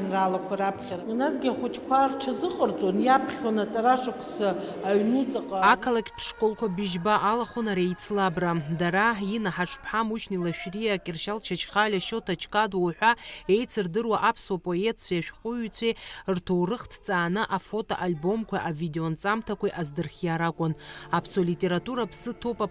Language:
Abkhazian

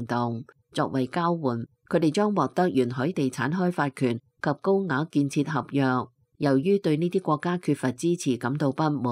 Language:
Cantonese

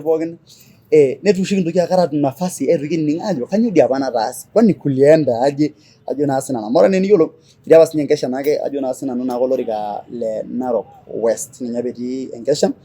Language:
Masai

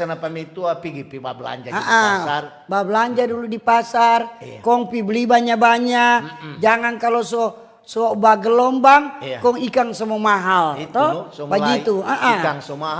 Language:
Manado Malay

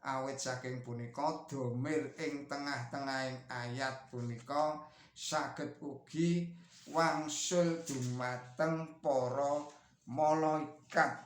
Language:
Javanese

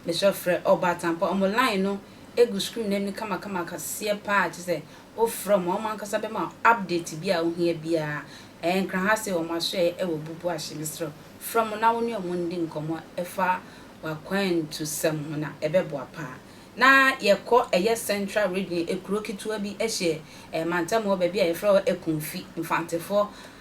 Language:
Akan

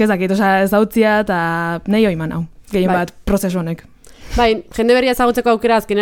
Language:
Basque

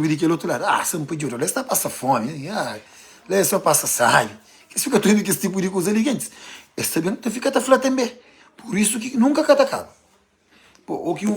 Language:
Kabuverdianu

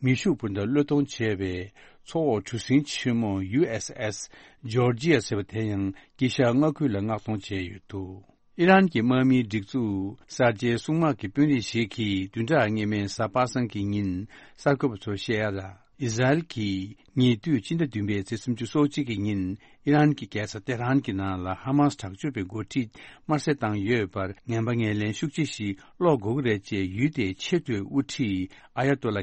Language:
Tibetan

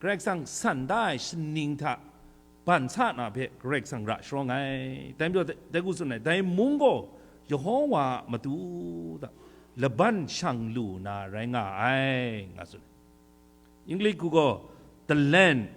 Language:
Kachin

